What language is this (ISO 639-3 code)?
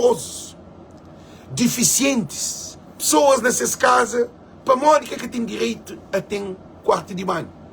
kea